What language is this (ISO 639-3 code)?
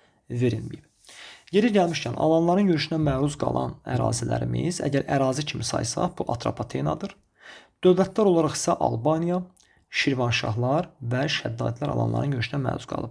aze